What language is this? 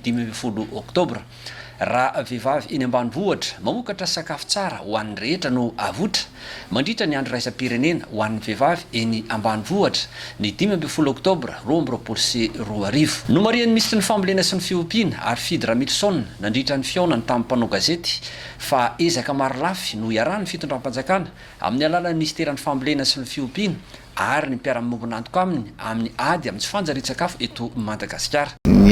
Malagasy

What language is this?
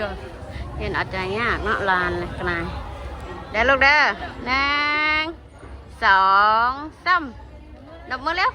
Northeastern Thai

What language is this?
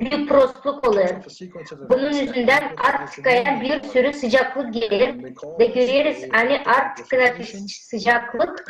Gagauz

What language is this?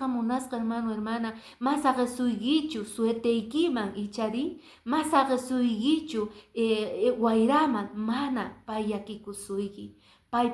Quechua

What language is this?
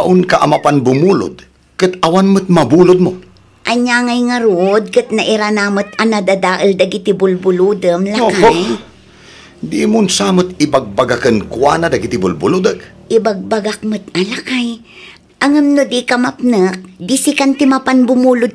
Iloko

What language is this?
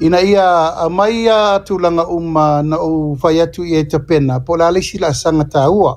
Samoan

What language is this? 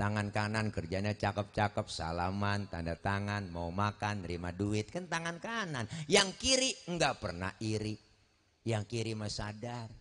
Betawi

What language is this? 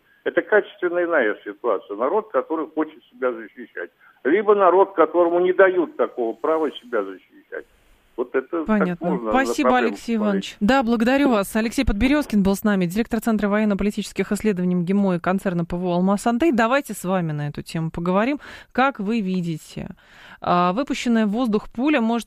Russian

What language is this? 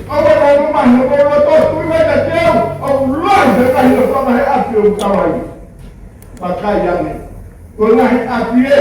Tongan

